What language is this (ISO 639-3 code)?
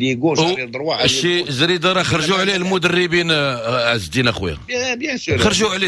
ary